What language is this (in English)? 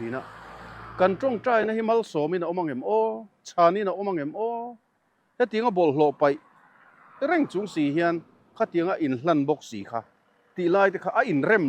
Mizo